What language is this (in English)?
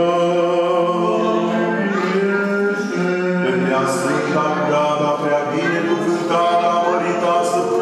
Romanian